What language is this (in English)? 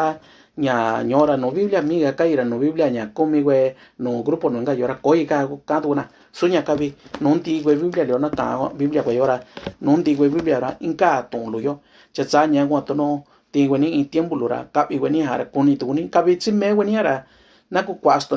Mixtepec Mixtec